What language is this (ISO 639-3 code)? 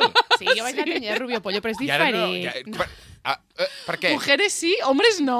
cat